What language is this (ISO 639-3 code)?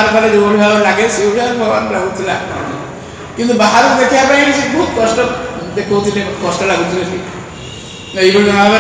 ori